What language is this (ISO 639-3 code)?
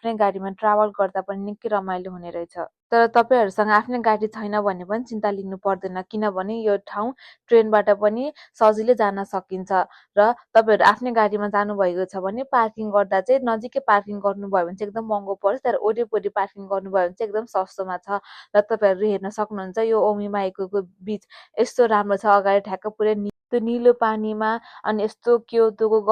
nep